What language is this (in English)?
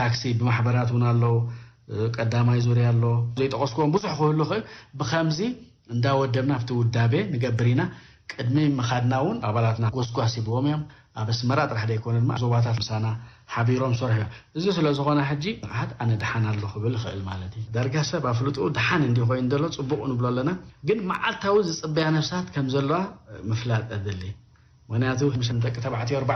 Tigrinya